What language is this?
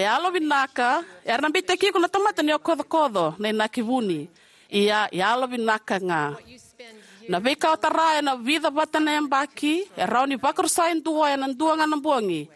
Fijian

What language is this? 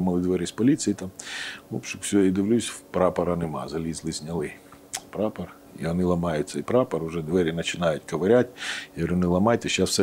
Ukrainian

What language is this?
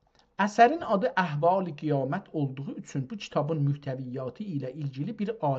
South Azerbaijani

